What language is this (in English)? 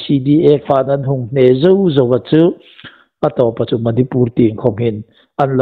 Hmar